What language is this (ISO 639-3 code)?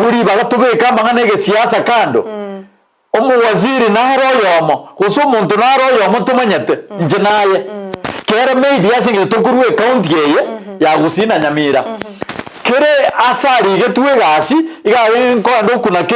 guz